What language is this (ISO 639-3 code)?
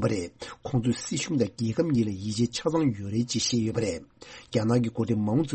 bod